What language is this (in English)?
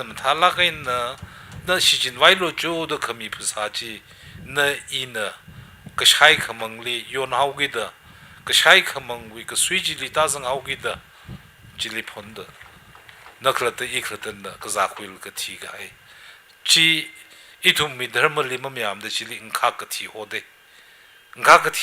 Tangkhul Naga (India)